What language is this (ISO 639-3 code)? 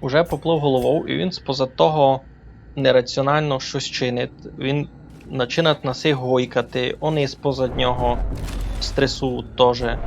rue